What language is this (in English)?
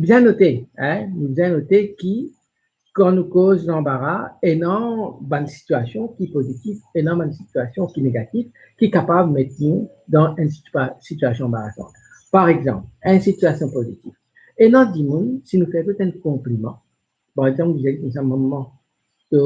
Morisyen